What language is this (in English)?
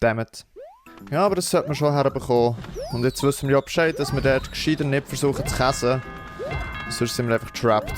Swiss German